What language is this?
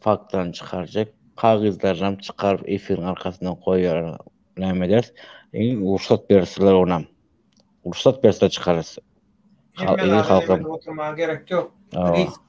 Turkmen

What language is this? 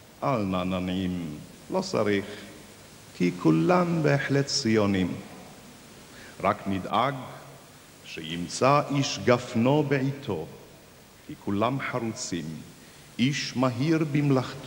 Hebrew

